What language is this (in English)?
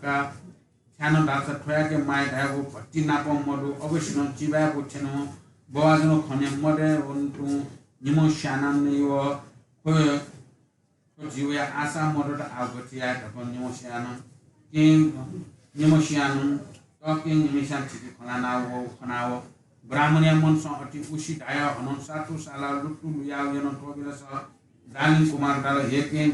Newari